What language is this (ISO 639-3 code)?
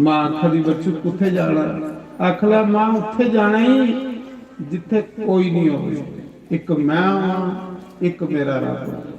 doi